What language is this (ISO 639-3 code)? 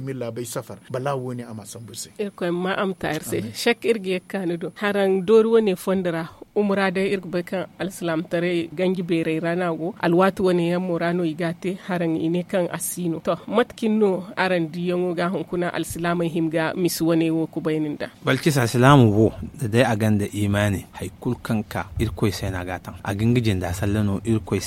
dje